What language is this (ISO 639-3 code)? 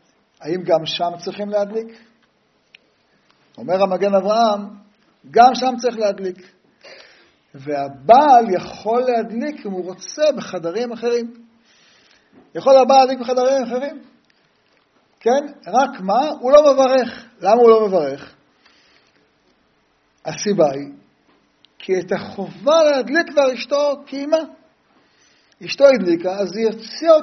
heb